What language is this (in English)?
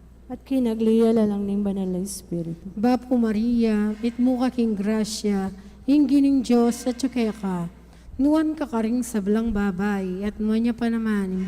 Pampanga